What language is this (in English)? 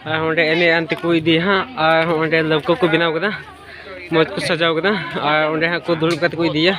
Santali